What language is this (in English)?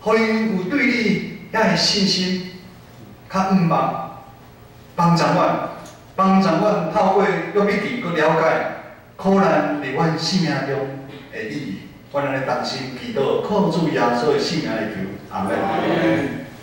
Min Nan Chinese